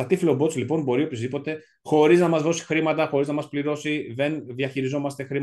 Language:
Greek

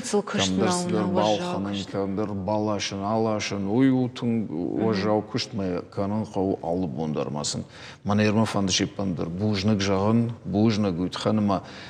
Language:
Ossetic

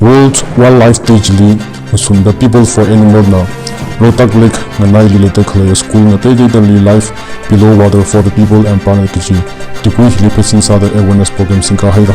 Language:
Tangkhul Naga (India)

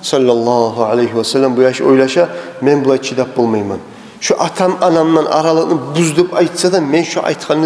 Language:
Kumyk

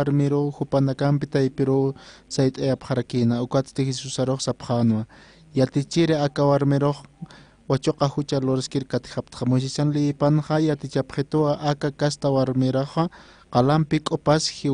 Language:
Aymara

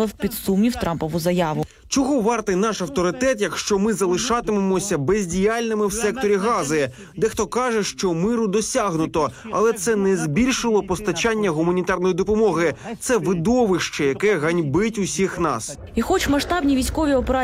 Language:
Ukrainian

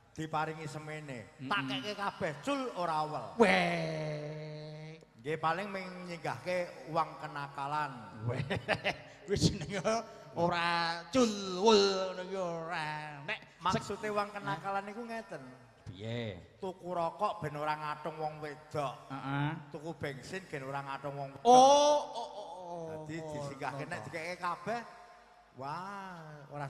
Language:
Javanese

